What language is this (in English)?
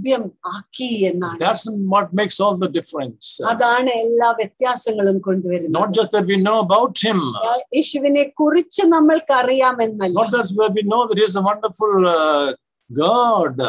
Malayalam